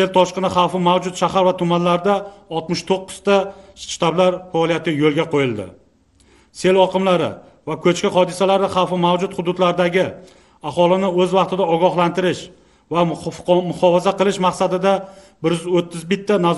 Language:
Uzbek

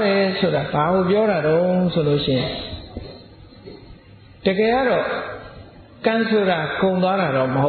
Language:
Burmese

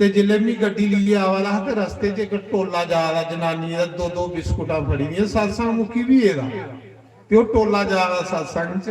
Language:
Dogri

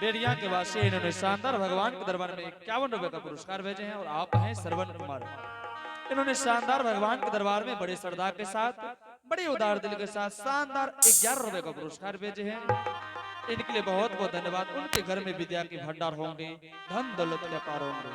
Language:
Angika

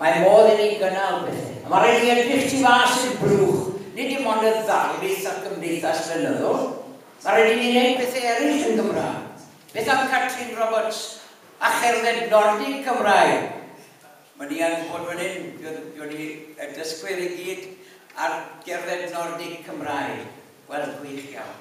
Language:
Welsh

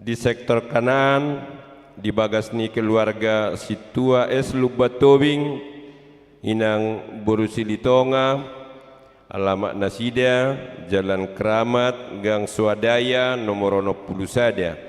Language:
Batak Toba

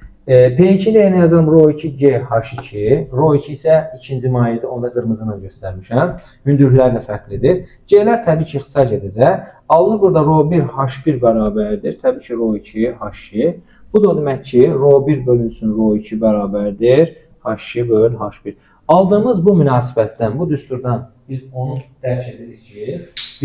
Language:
Azerbaijani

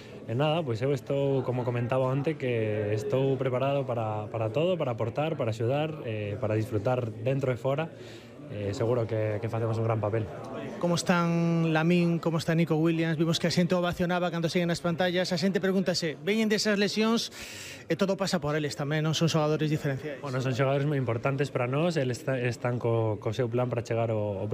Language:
Galician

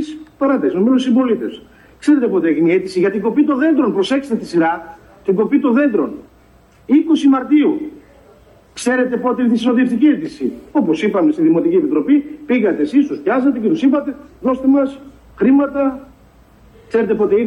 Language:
Greek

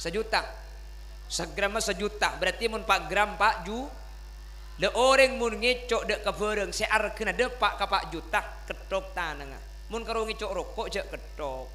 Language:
Madurese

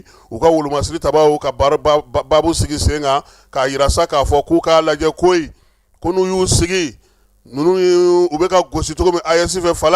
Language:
Bambara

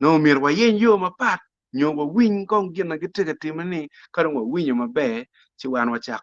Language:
Acoli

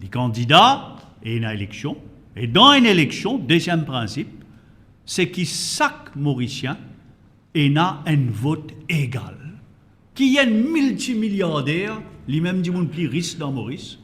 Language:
Morisyen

